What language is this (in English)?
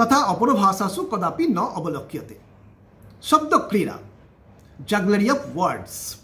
Sanskrit